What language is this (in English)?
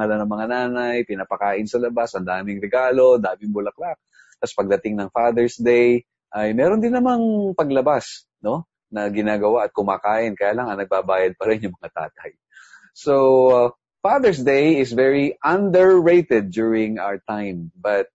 Filipino